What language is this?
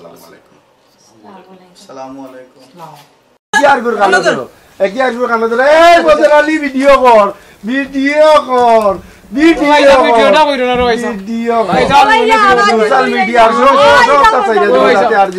Sylheti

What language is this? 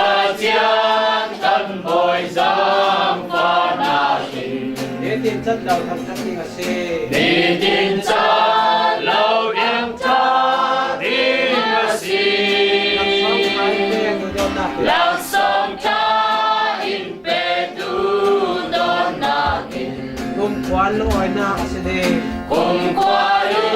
Falam Chin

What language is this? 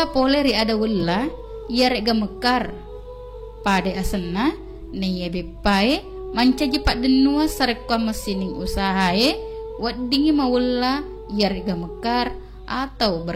Buginese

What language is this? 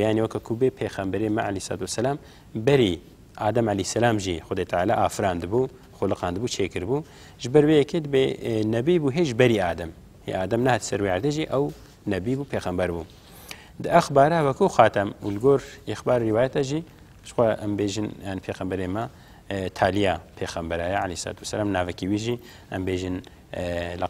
Kurdish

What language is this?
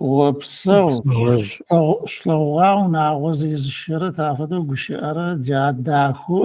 Adyghe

